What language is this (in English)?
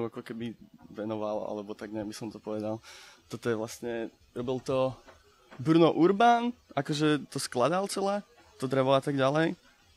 Slovak